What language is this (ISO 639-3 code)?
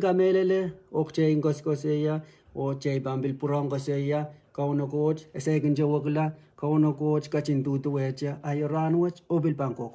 pon